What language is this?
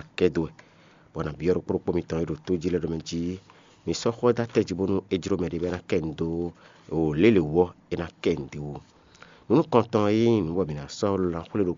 Fon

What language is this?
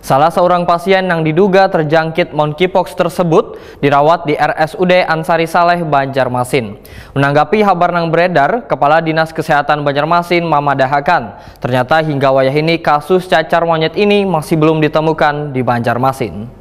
Banjar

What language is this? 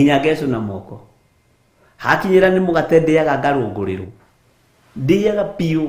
Kikuyu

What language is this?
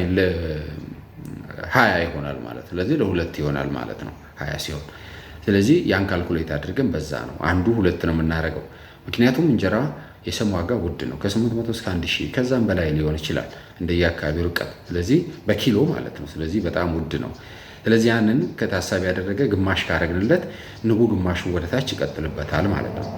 Amharic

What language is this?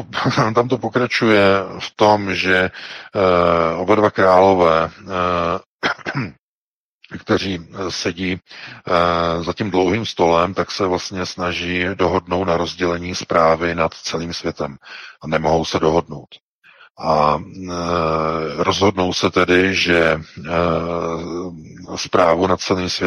Czech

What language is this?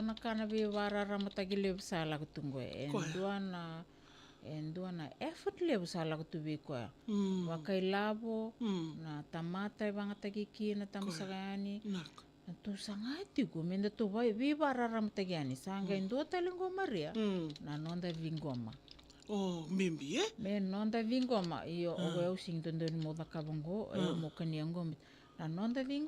Fijian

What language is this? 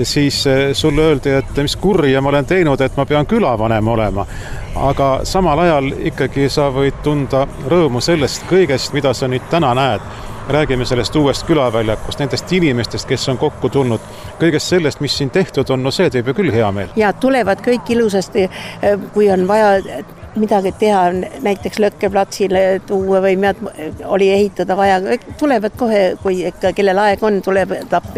Estonian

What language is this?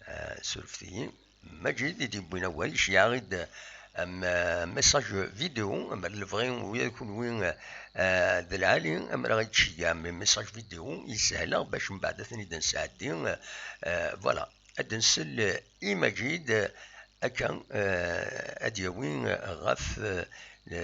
Kabyle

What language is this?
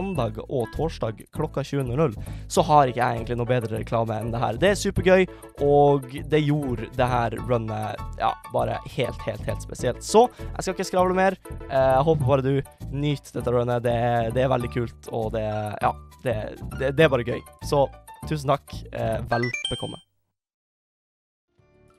Norwegian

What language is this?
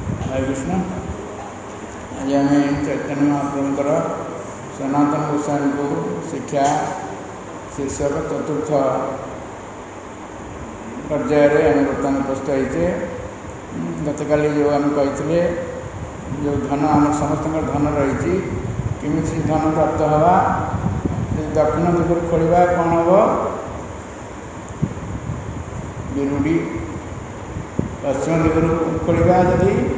Odia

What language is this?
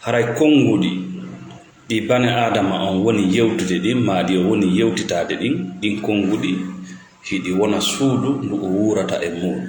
Fula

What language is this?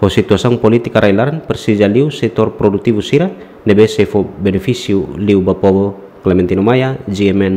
Tetum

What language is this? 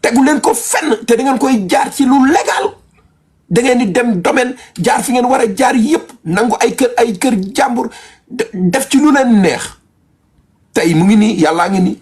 Wolof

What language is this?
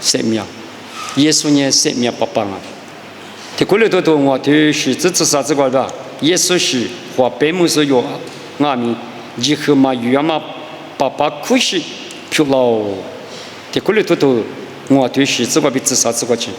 Lisu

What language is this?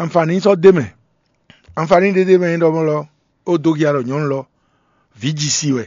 Fon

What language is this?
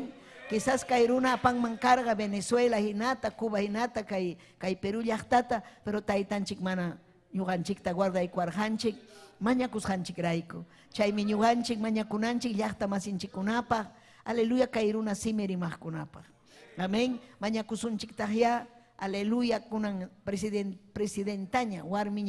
Ayacucho Quechua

